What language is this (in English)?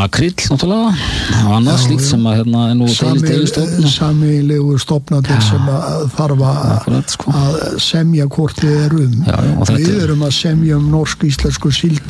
Icelandic